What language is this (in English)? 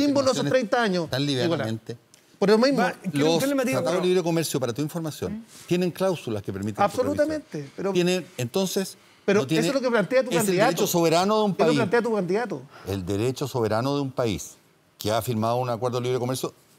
Spanish